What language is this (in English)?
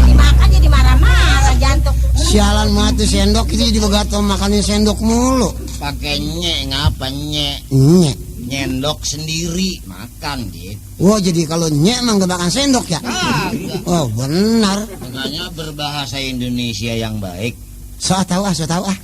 Betawi